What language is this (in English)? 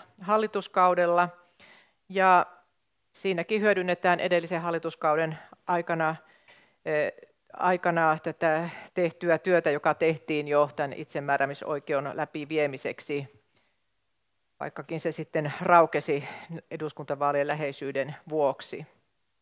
Finnish